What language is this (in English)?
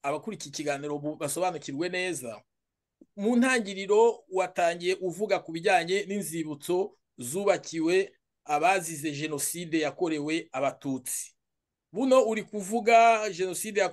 Kinyarwanda